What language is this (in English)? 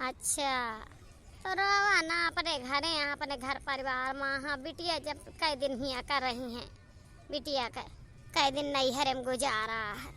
Awadhi